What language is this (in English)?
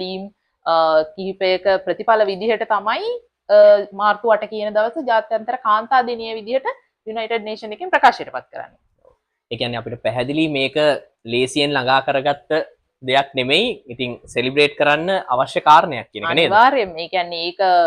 Sinhala